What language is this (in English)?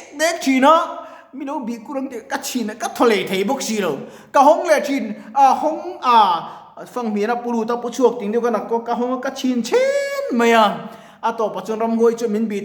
Mizo